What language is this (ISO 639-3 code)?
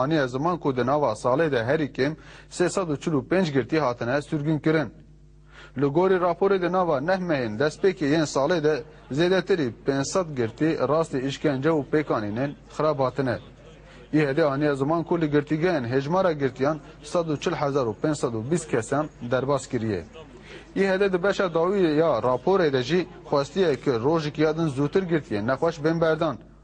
kur